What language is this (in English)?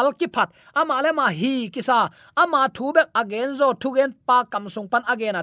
Tedim Chin